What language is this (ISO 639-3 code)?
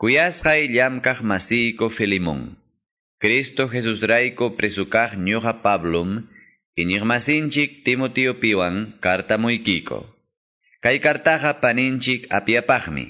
que